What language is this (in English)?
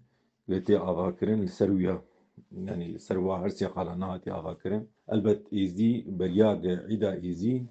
Kurdish